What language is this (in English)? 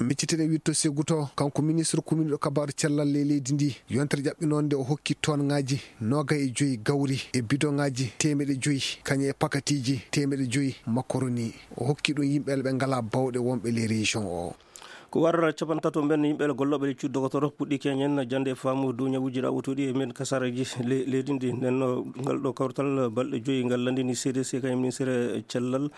Maasina Fulfulde